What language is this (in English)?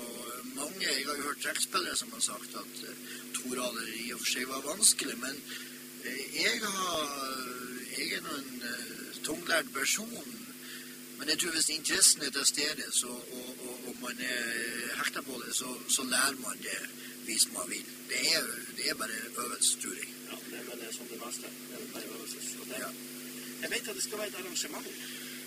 Norwegian